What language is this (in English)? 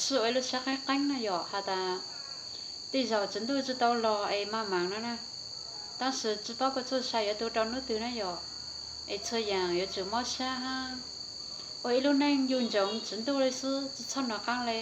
Hmong